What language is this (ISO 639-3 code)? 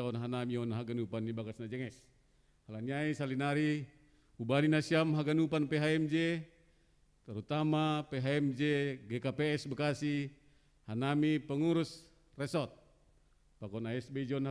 bts